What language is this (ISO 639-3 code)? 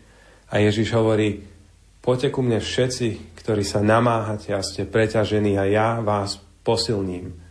slk